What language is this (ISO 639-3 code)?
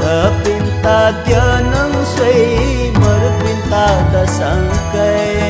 new